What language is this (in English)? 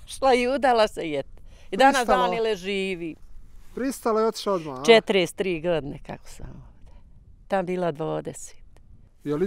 Bosnian